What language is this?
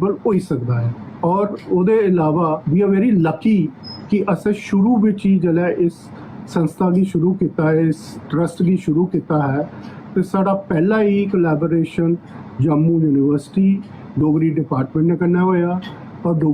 Dogri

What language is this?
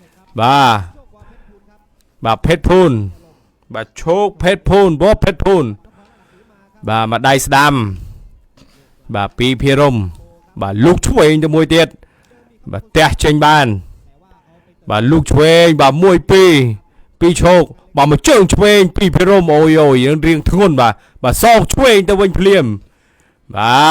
Khmer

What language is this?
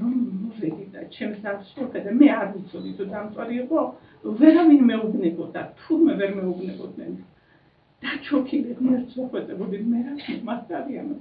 Georgian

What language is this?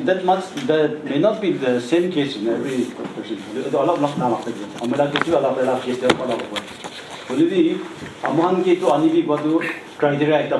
Naga Pidgin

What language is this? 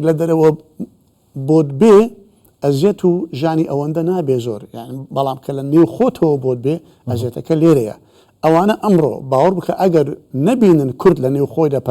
Central Kurdish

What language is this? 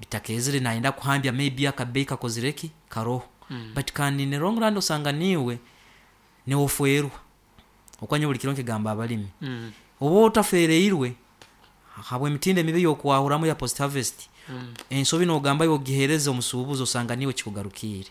Nyankole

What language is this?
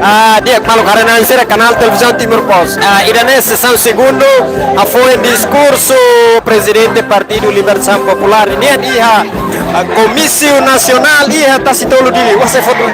Tetum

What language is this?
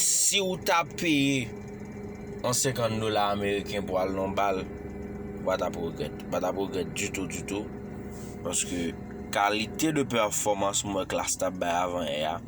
Haitian Creole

